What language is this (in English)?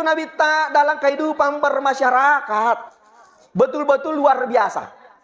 Buginese